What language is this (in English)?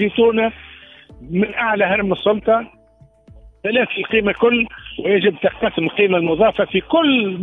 Tunisian Arabic